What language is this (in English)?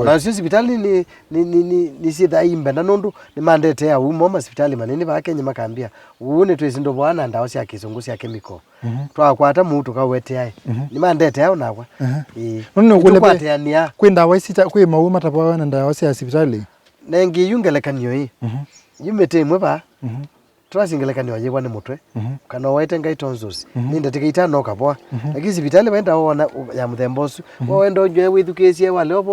Kamba